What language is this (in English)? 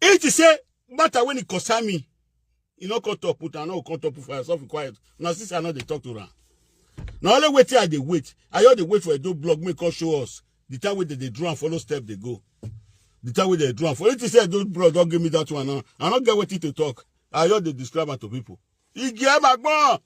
Nigerian Pidgin